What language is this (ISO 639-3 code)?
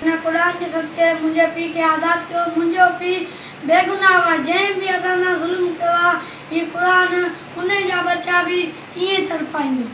snd